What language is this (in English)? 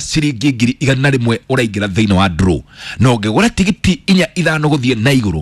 Kikuyu